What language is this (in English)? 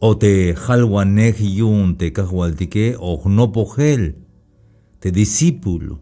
Tzeltal